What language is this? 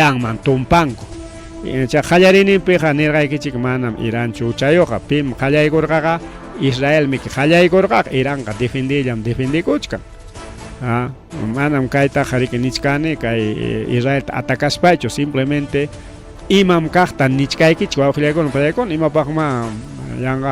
Ayacucho Quechua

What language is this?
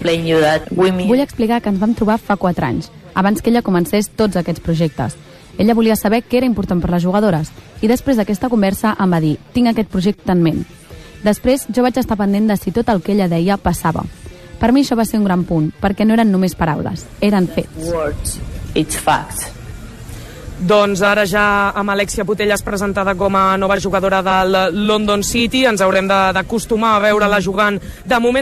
Catalan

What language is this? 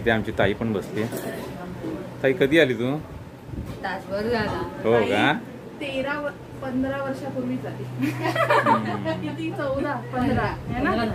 Marathi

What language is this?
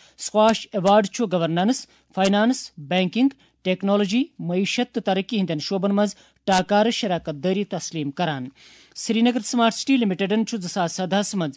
Kashmiri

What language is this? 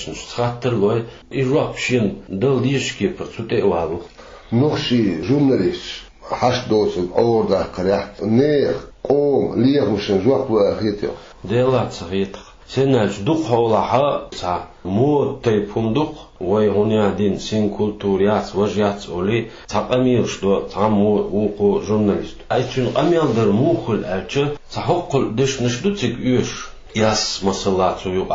Chechen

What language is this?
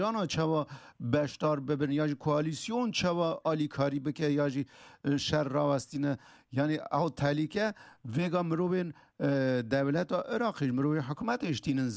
Kurdish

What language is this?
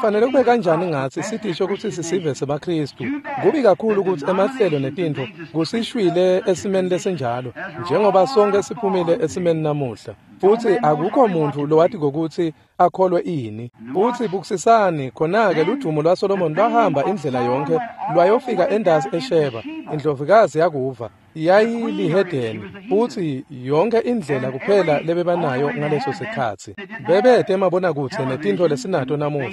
Swati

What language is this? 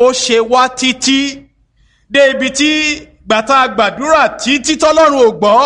Yoruba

